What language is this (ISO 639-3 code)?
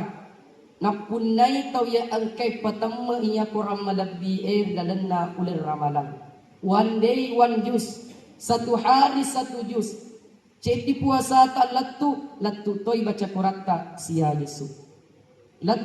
bug